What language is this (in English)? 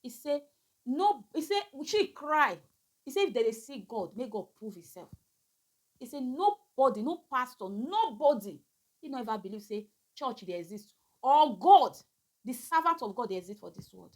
Nigerian Pidgin